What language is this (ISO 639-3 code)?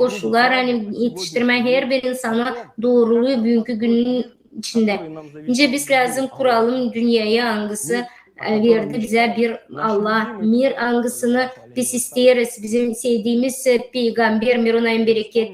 gag